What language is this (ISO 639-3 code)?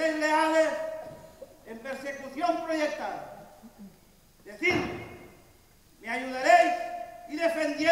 spa